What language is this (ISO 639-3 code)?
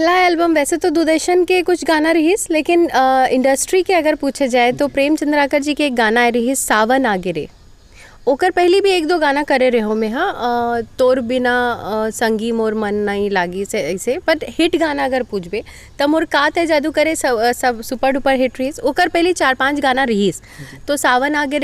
hne